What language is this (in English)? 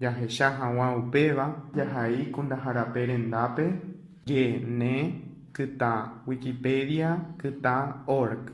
Guarani